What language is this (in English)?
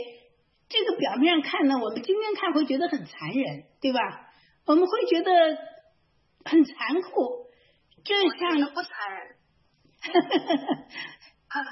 Chinese